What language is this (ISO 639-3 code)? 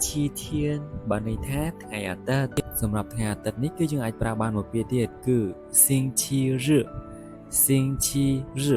khm